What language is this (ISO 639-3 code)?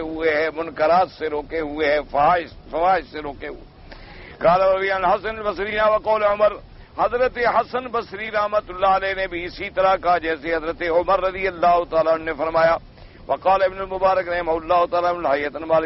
urd